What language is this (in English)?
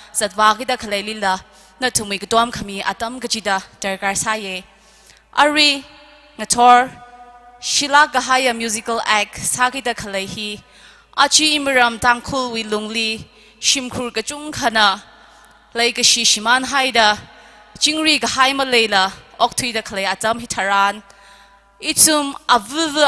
Tangkhul Naga (India)